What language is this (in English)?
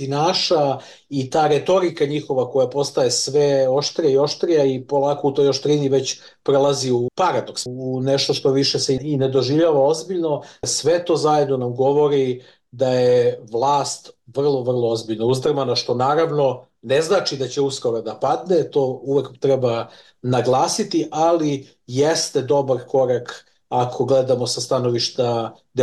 Serbian